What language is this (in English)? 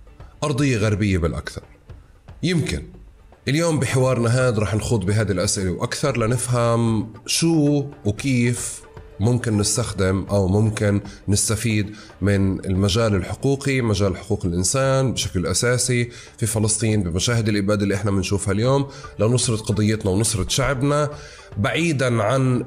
North Levantine Arabic